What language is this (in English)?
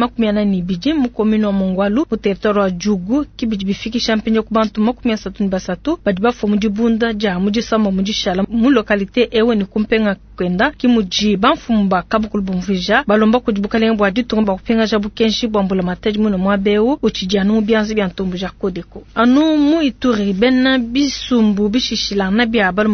Luba-Lulua